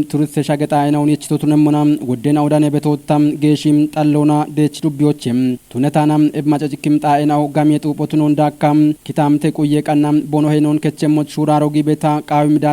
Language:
Kafa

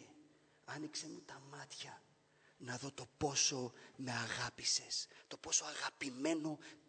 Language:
Greek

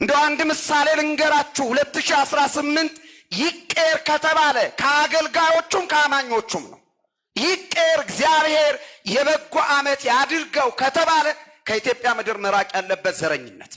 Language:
Amharic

